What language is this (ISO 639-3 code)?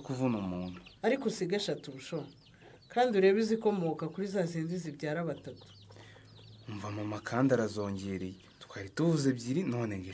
kin